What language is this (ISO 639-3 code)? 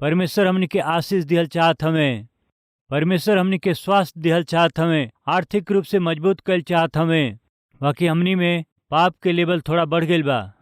bho